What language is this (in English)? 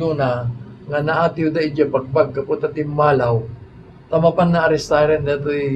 Iloko